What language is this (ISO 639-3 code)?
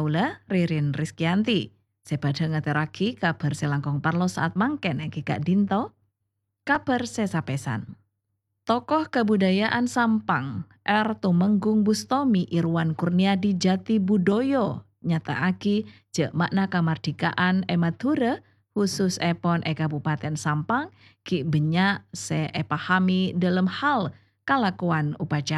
mad